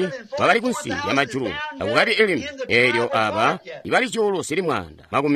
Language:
Tonga (Zambia)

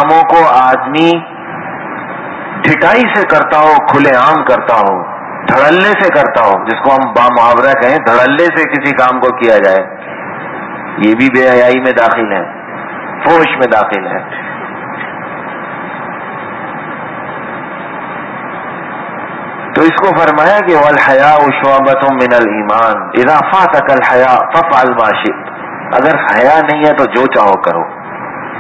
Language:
Urdu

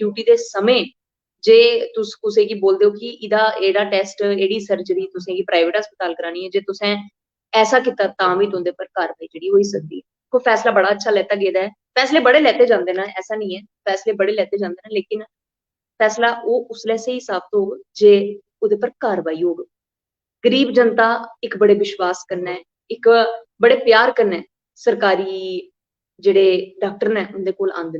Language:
Dogri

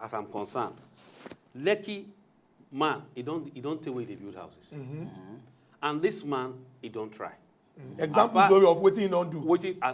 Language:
Nigerian Pidgin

